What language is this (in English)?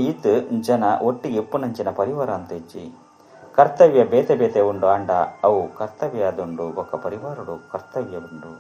Tulu